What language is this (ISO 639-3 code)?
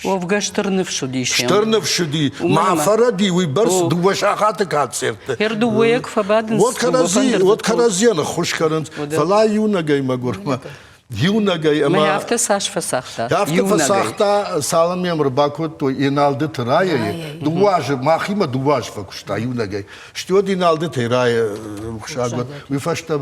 oss